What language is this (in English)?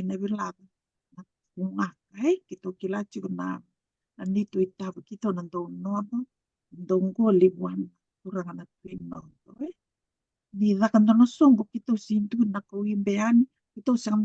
Fijian